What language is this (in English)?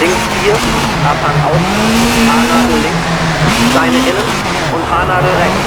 Bavarian